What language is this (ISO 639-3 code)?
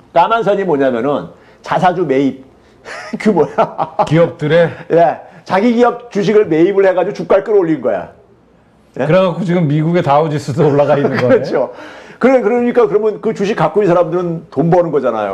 kor